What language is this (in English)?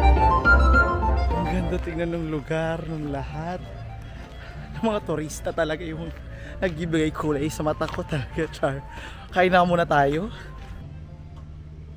Filipino